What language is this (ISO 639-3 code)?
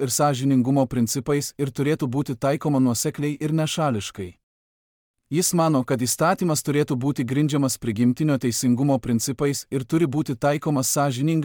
lit